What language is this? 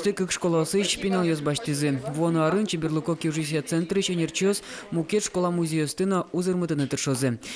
Udmurt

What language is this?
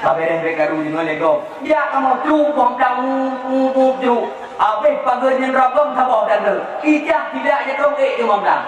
Achinese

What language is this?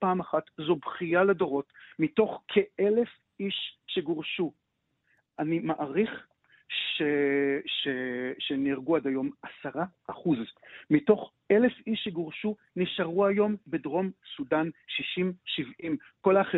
Hebrew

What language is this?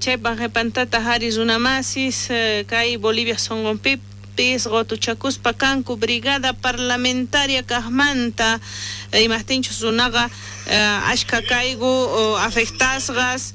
South Bolivian Quechua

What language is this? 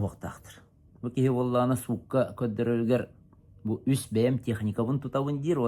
Yakut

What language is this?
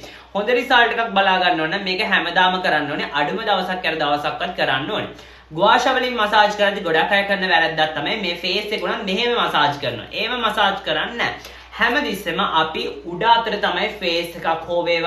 Sinhala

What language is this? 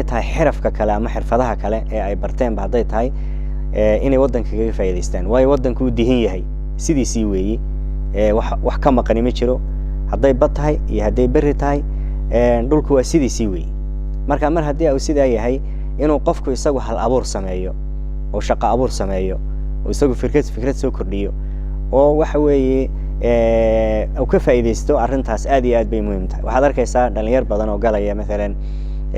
Somali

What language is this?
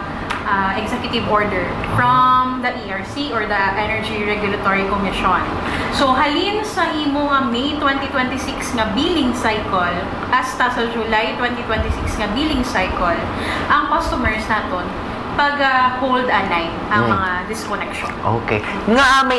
Hiligaynon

